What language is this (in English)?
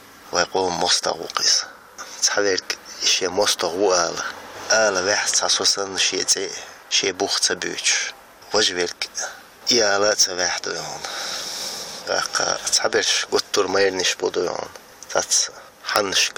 Chechen